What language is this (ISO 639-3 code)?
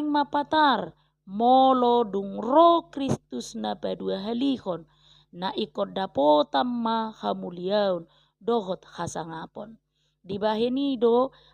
bbc